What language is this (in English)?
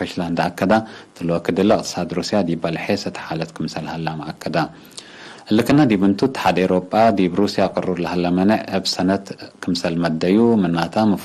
Tigre